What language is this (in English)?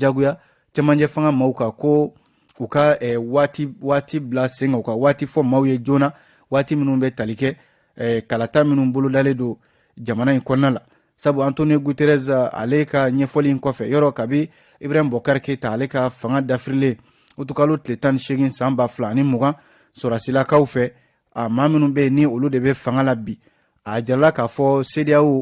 Bambara